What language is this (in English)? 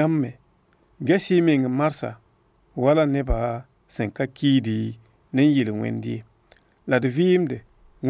Mossi